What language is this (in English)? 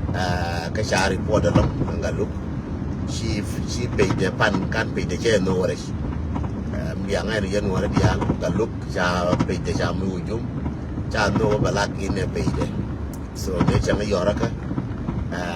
Nuer